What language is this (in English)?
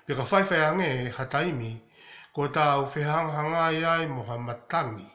Tongan